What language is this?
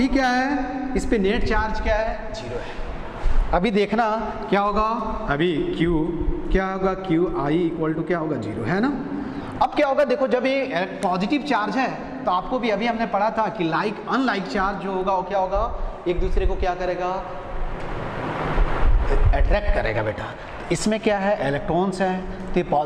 Hindi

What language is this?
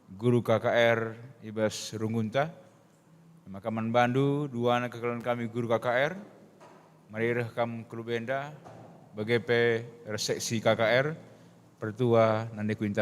Batak Karo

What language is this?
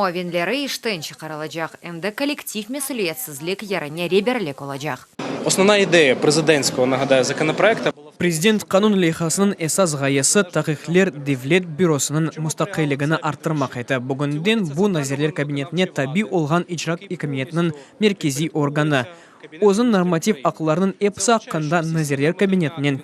Crimean Tatar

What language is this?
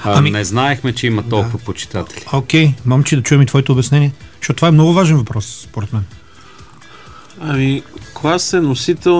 Bulgarian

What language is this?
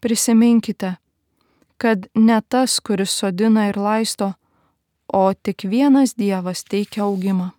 Lithuanian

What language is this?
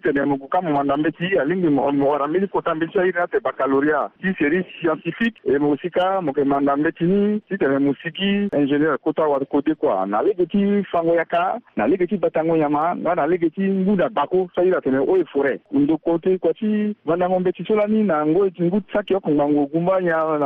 Sango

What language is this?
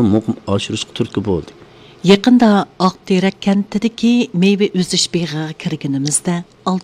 Uyghur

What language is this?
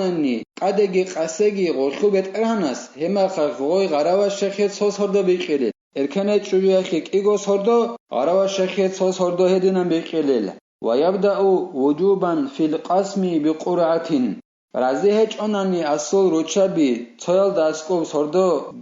Avaric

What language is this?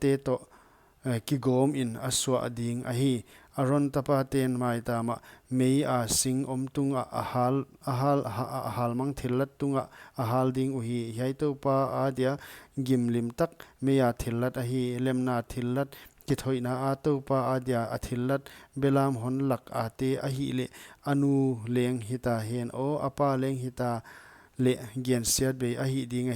Paite Chin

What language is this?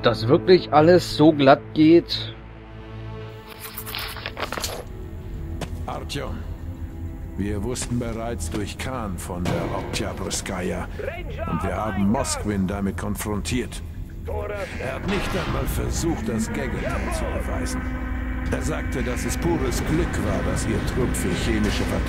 German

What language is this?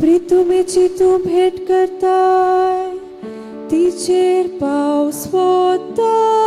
Konkani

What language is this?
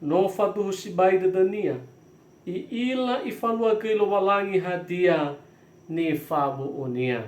Nias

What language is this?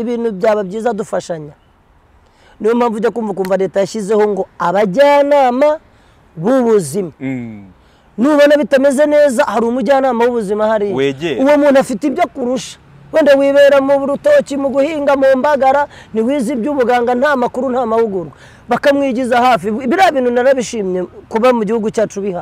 Kinyarwanda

